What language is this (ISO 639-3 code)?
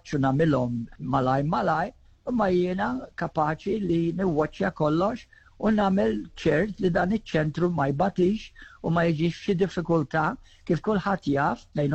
mlt